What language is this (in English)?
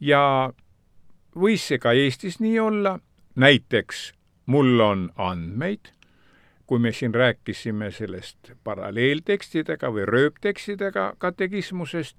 Estonian